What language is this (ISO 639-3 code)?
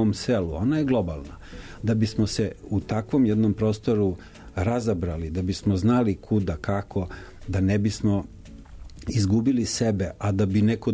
srp